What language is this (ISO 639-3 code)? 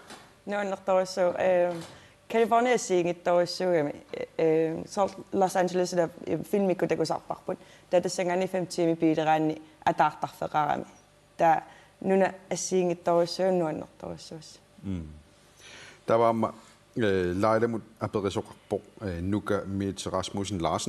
kal